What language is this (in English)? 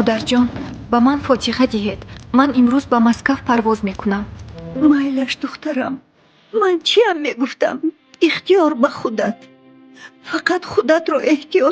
Tajik